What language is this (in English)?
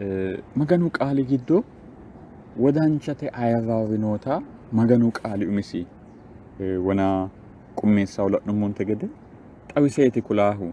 Sidamo